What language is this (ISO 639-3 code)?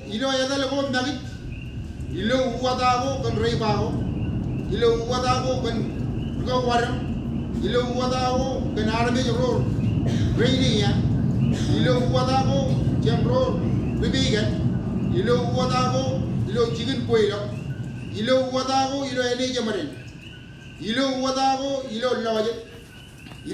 mah